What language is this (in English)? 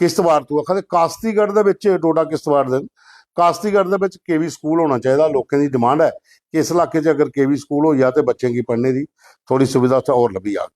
Dogri